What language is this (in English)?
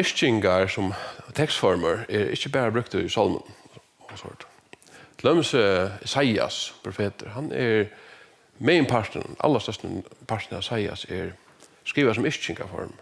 Faroese